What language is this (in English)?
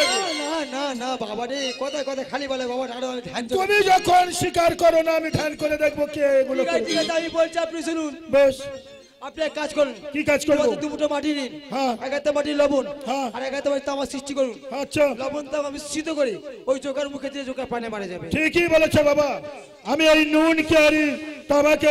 Bangla